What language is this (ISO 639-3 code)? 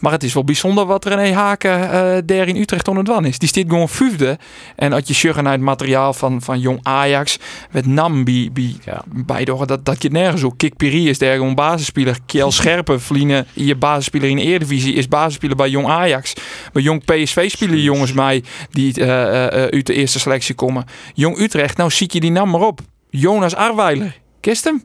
fry